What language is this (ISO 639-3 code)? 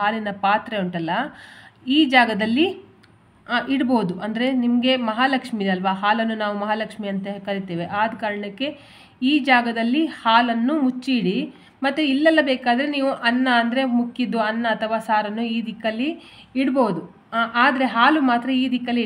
kan